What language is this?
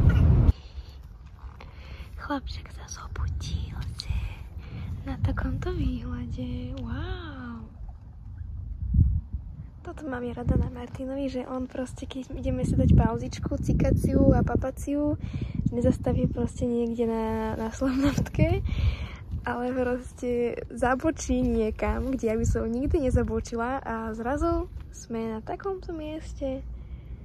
Slovak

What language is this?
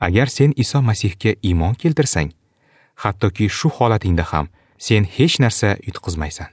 Uzbek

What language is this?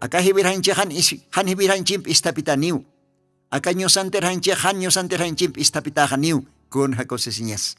Aymara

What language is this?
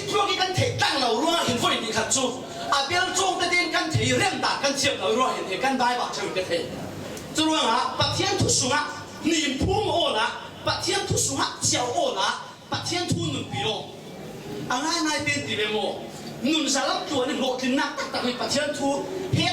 Falam Chin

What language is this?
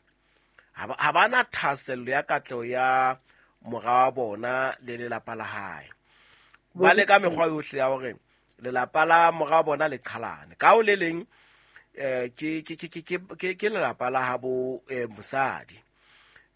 Southern Sotho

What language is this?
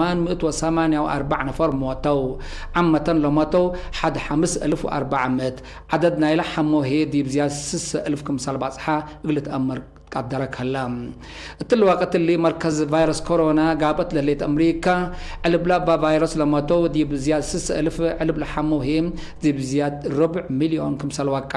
Tigre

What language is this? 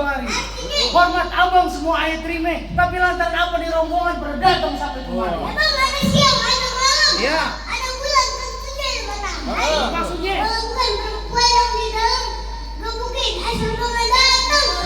Betawi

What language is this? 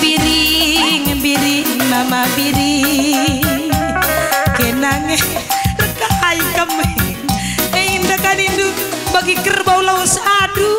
Batak Karo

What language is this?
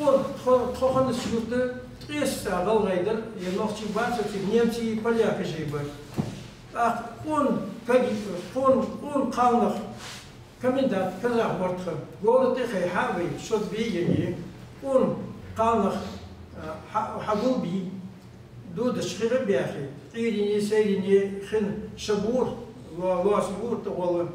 Ingush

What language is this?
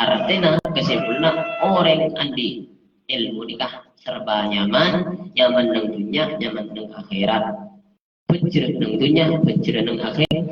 Madurese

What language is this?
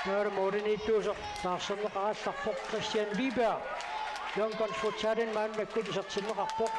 Kalaallisut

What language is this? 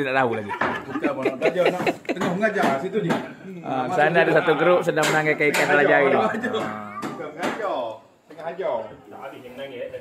Malay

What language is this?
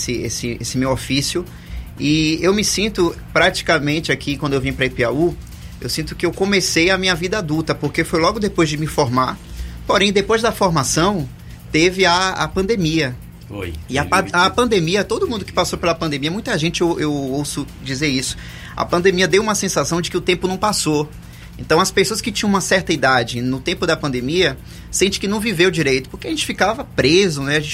Portuguese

